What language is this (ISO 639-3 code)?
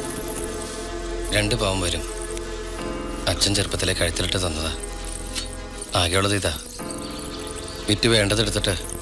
mal